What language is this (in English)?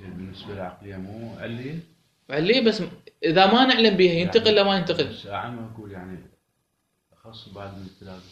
Mesopotamian Arabic